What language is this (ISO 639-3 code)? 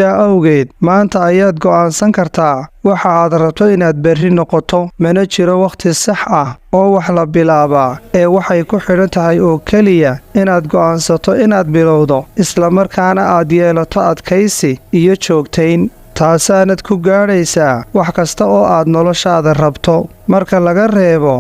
som